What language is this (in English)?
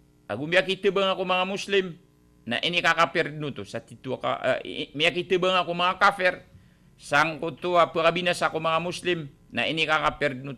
Maranao